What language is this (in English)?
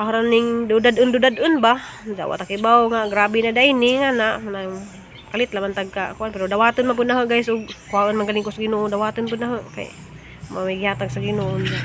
Cebuano